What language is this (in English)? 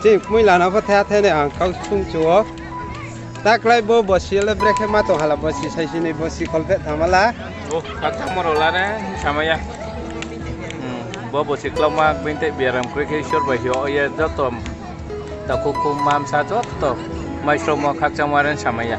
Riang (India)